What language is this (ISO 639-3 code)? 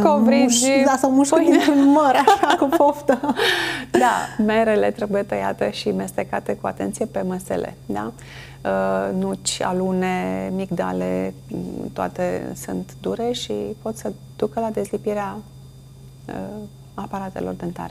ron